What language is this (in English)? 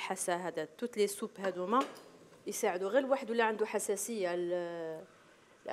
Algerian Arabic